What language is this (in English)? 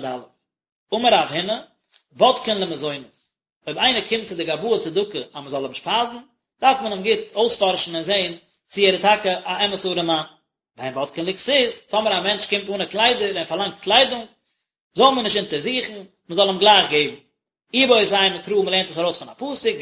Yiddish